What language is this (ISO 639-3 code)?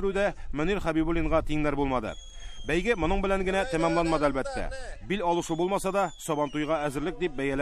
tat